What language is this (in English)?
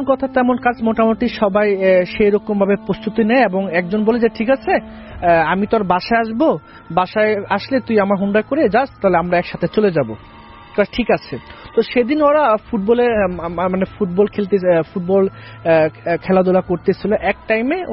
Bangla